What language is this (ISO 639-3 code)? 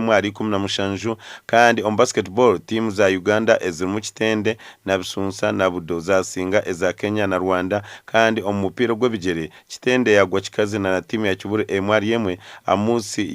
nyn